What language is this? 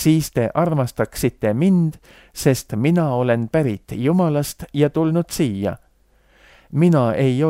Estonian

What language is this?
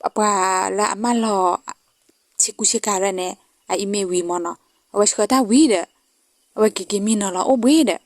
S'gaw Karen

